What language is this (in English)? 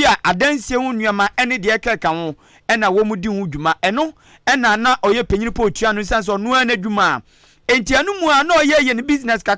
Akan